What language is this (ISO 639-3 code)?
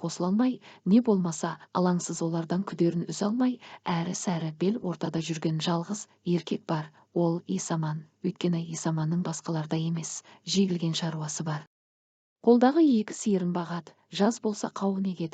kaz